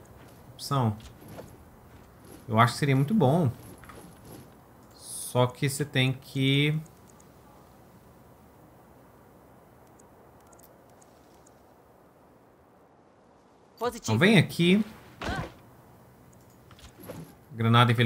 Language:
Portuguese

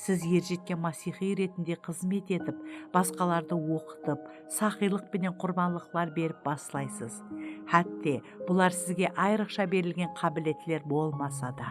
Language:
Kara-Kalpak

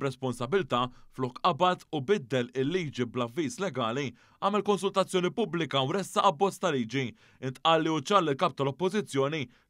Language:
Maltese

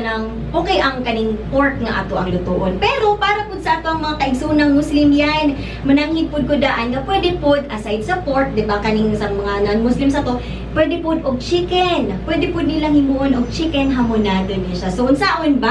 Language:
Cebuano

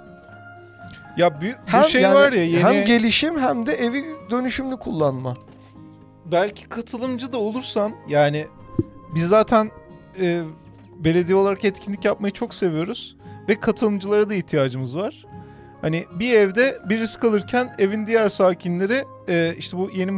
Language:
Turkish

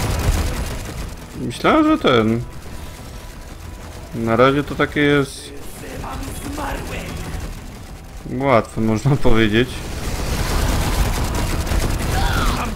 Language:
Polish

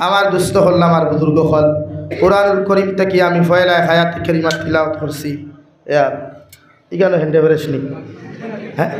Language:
Sylheti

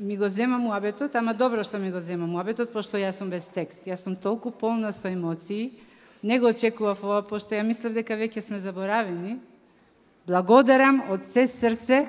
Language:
Macedonian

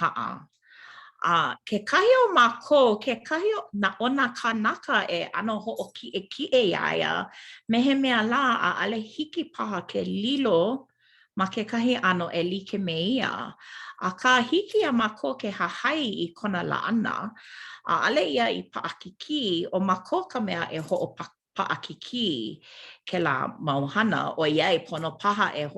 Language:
Hawaiian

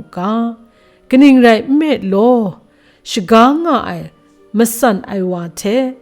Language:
Kachin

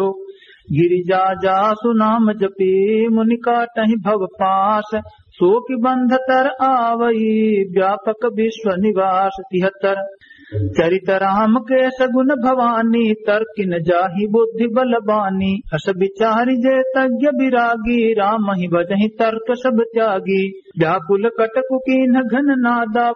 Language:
Awadhi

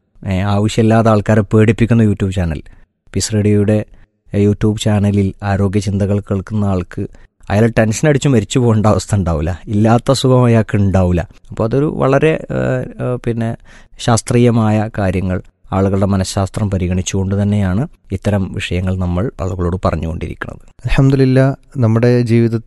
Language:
Malayalam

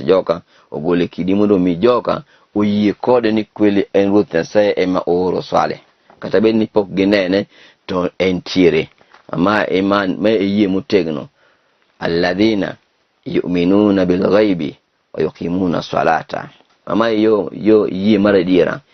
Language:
Luo (Kenya and Tanzania)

